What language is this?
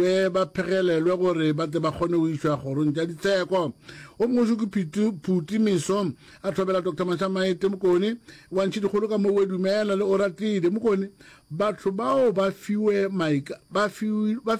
Northern Sotho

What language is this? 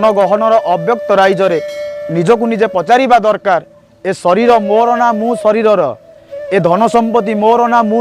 Odia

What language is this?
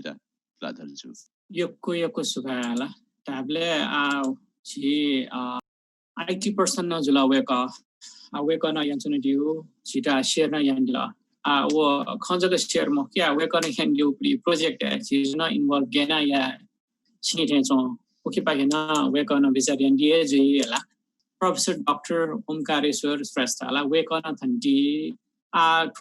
Newari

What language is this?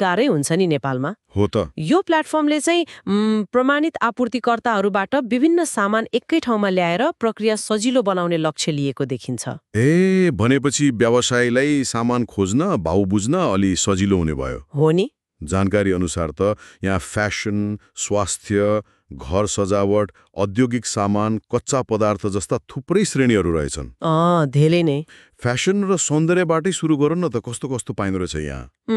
Nepali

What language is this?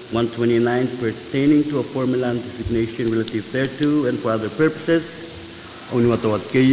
Pohnpeian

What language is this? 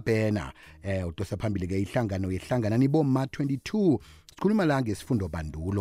South Ndebele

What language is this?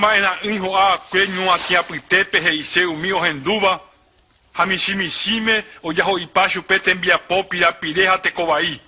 Guarani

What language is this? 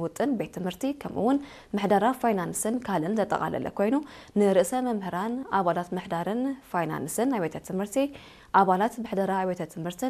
Tigrinya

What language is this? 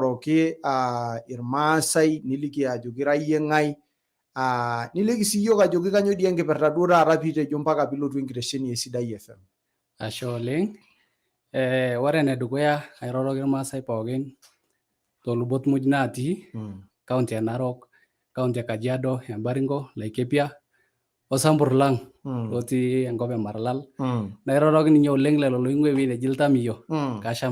Masai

